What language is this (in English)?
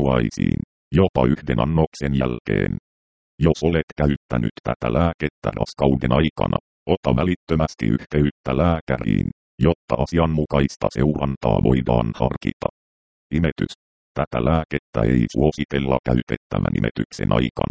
Finnish